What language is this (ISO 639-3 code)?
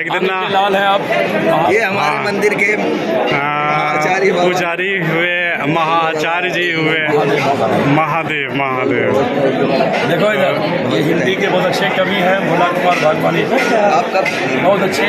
anp